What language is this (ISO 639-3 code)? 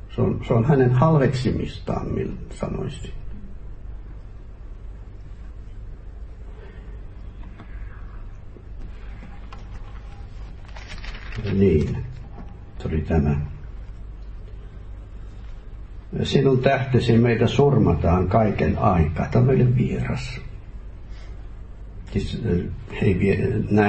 fin